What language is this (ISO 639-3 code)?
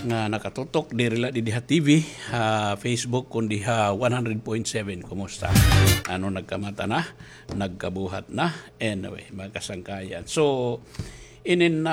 war